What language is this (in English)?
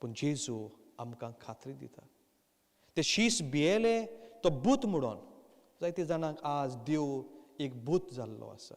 Konkani